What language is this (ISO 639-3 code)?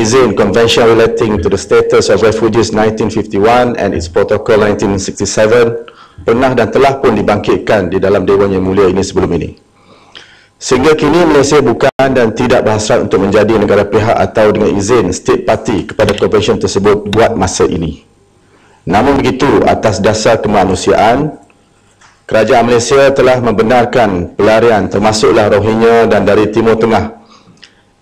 msa